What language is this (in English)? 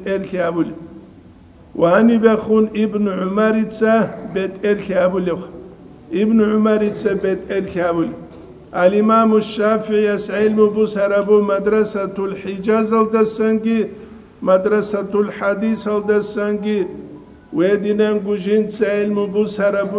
Avaric